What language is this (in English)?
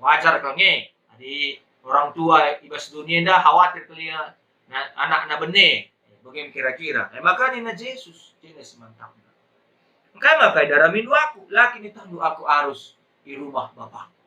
Batak Karo